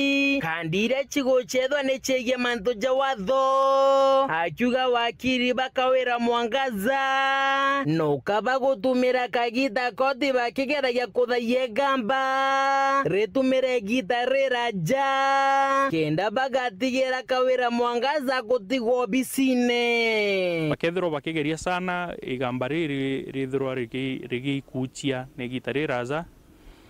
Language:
Meru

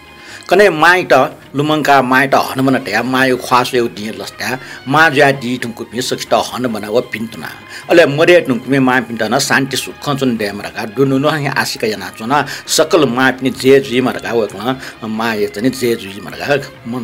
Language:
Newari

